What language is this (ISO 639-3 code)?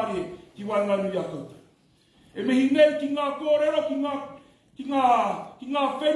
mri